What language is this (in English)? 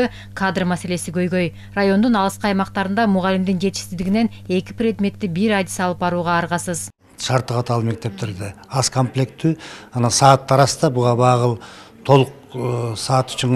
Kyrgyz